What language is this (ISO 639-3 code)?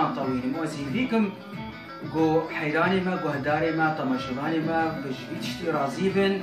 kur